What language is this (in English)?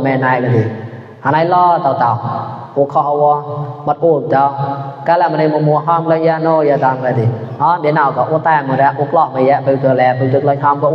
Mon